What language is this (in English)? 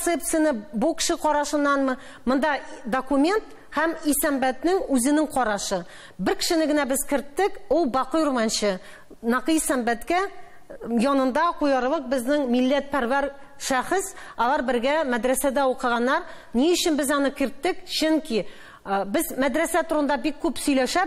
Tatar